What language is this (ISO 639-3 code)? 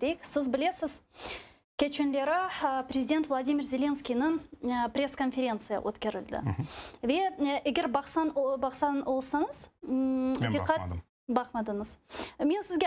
crh